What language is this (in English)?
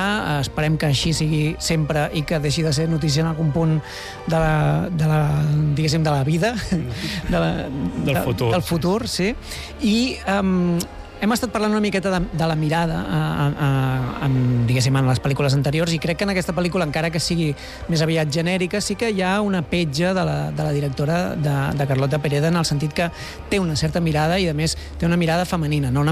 Catalan